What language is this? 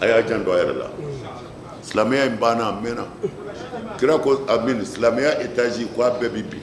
Bambara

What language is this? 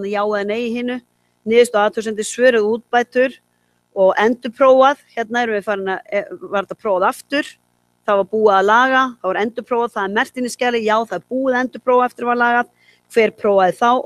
Icelandic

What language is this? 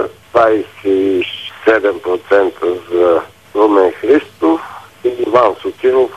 Bulgarian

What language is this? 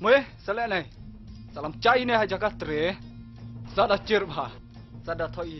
Khasi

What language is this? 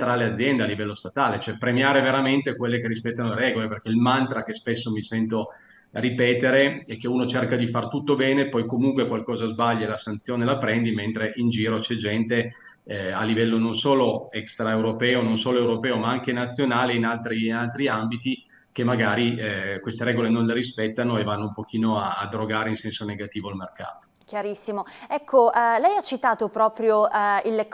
Italian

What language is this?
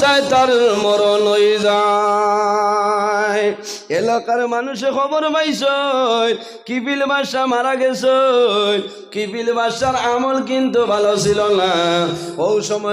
Sylheti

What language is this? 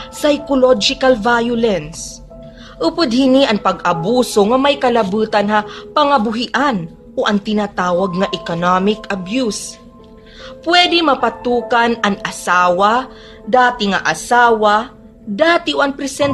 Waray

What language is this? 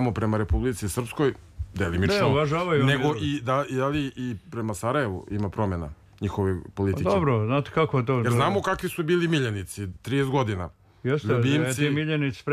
Serbian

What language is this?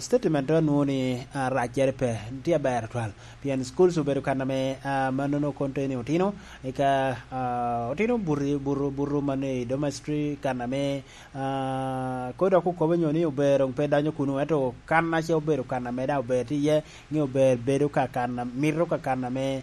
Lango (Uganda)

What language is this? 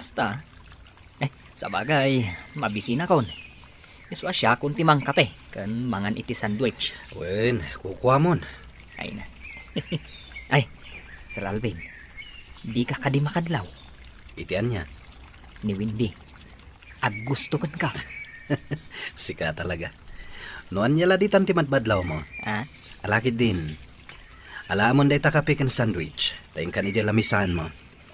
Iloko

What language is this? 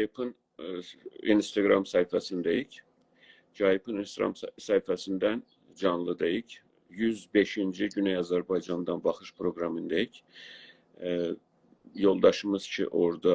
South Azerbaijani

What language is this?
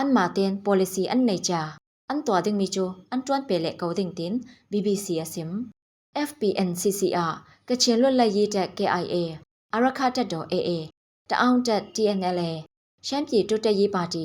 Falam Chin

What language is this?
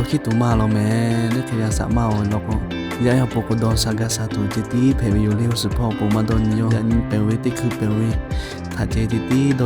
Lahu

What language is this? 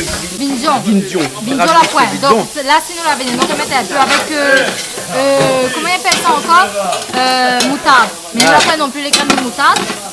Réunion Creole French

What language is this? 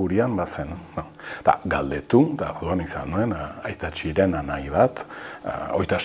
Basque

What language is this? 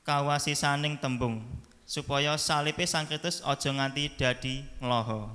Javanese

